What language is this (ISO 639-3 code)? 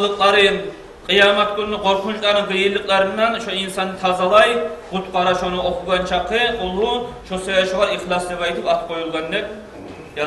kum